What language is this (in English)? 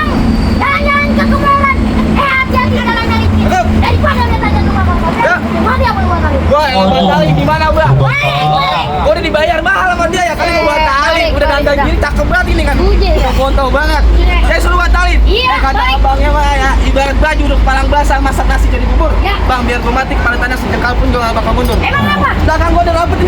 Betawi